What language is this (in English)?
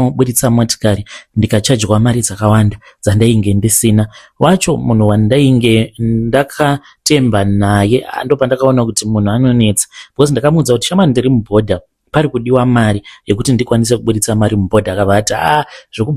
Shona